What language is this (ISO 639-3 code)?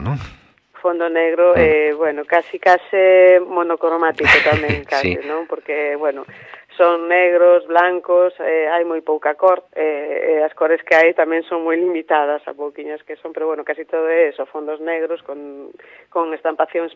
glg